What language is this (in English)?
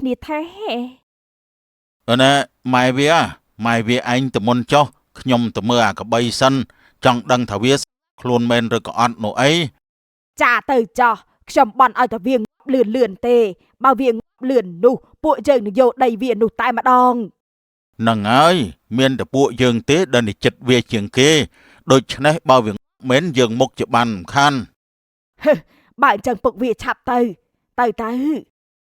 Khmer